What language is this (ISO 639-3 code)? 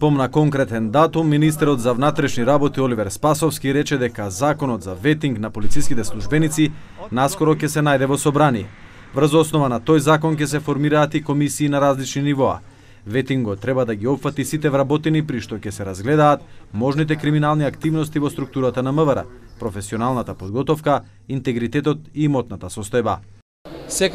mkd